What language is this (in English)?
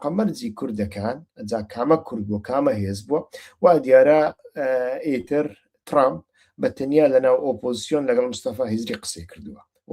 Central Kurdish